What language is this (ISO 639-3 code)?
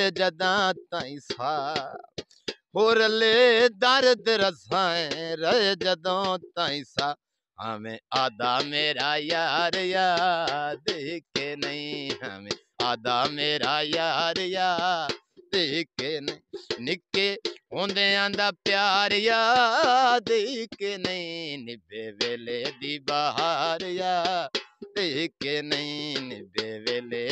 pan